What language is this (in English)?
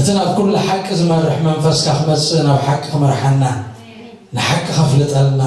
Tigrinya